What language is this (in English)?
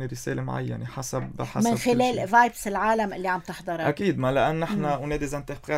North Levantine Arabic